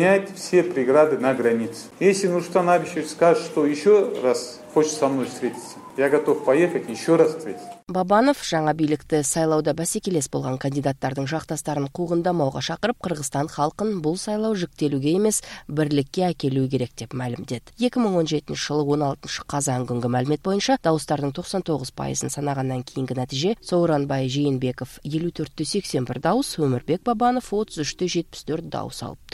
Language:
Kyrgyz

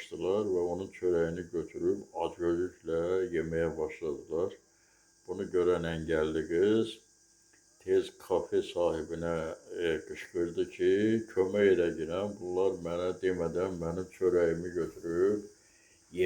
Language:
Azerbaijani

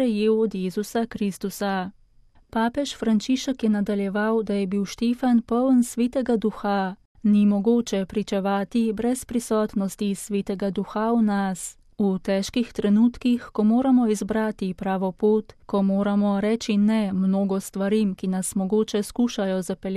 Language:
Slovenian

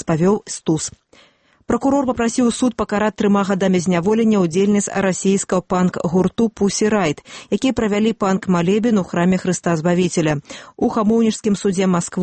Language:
Belarusian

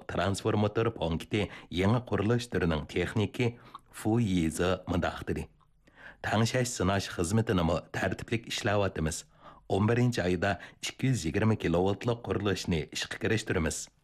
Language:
Uyghur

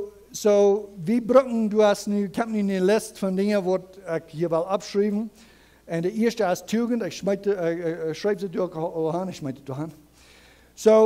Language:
Plautdietsch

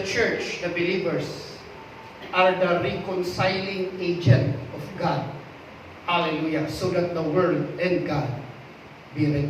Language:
Iloko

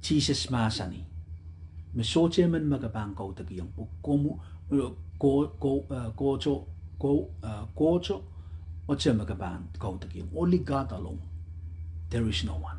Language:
Pohnpeian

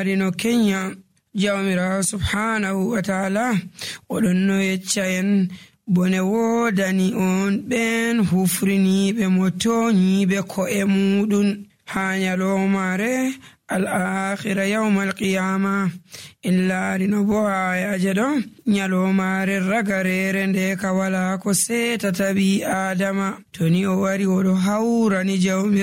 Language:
Nigerian Fulfulde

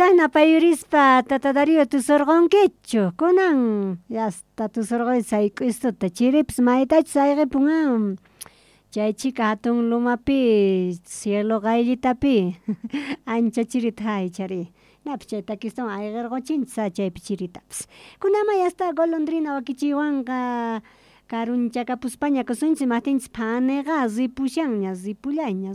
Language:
South Bolivian Quechua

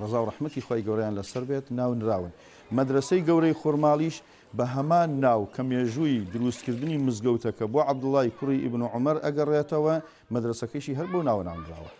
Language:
Central Kurdish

